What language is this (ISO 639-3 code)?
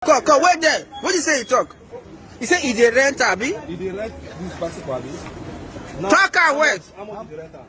pcm